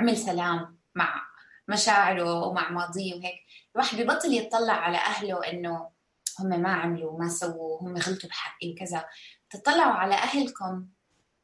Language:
North Levantine Arabic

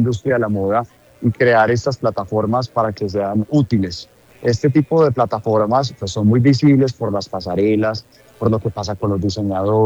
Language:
Spanish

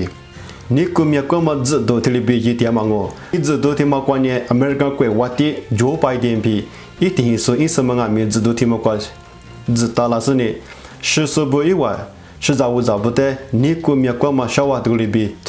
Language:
Lisu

